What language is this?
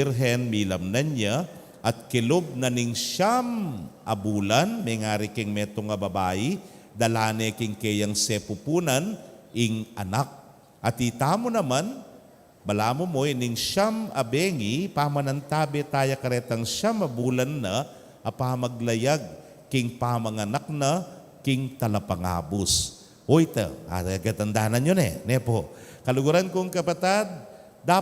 Pampanga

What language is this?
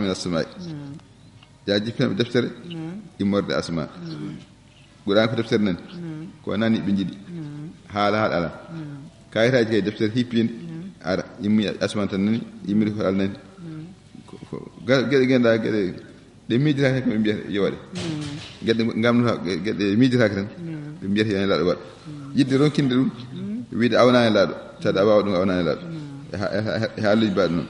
Fula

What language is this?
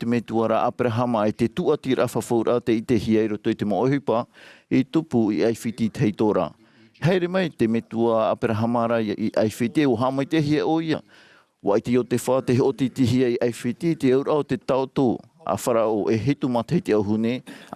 Tahitian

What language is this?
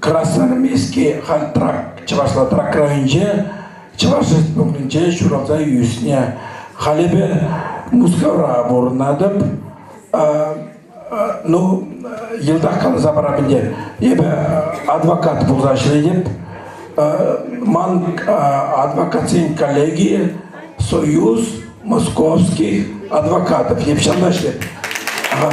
Chuvash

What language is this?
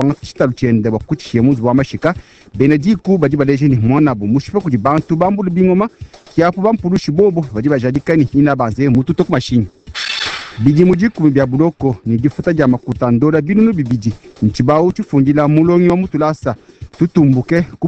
Luba-Lulua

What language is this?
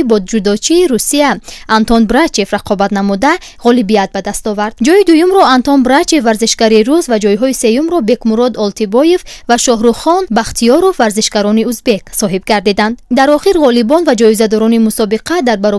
Tajik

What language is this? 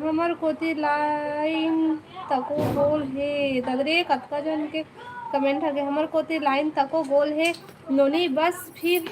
Chhattisgarhi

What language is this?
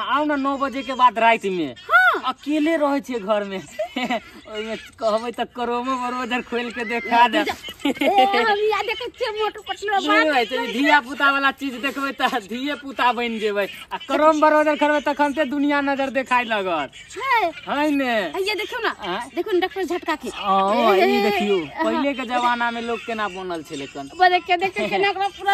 Maithili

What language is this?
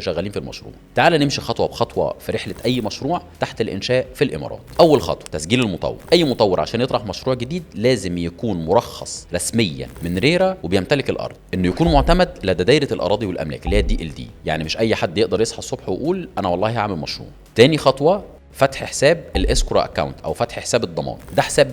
Egyptian Arabic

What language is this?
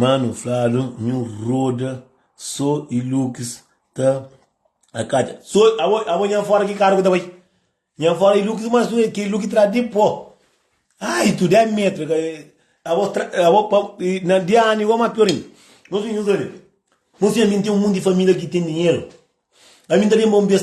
Kabuverdianu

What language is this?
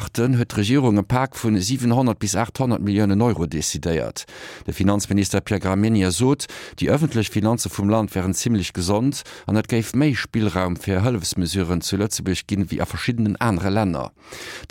Luxembourgish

